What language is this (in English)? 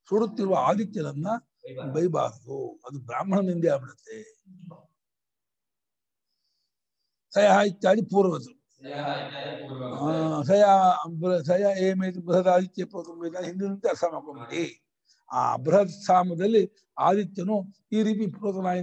Kannada